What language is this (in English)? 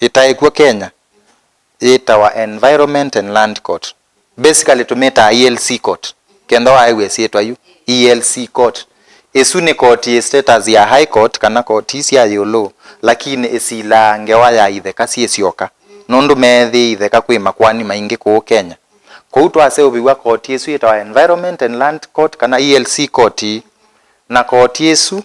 Kamba